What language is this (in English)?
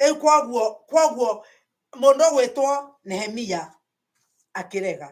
Kikuyu